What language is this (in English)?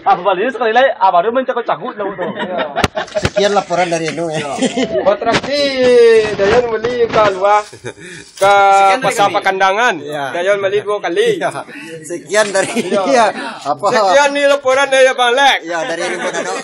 Minangkabau